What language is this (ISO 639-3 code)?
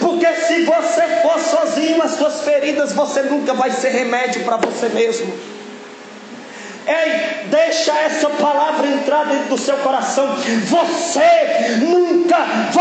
por